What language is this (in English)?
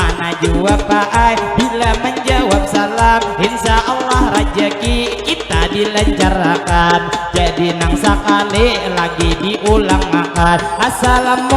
Banjar